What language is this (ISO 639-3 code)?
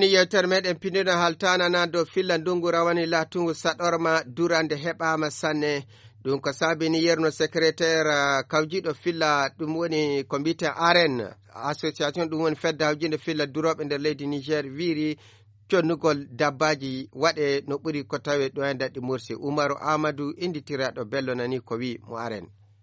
ful